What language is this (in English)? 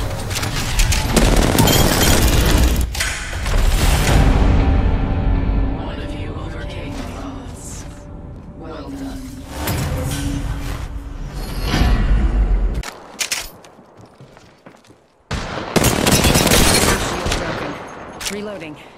English